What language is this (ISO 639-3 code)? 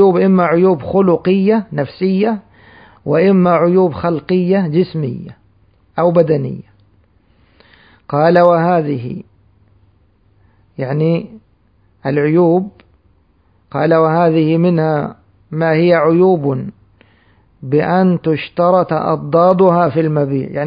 ara